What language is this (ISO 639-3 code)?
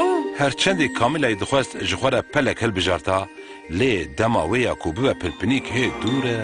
kur